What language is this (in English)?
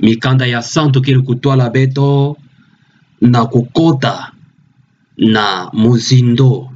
Kituba (Democratic Republic of Congo)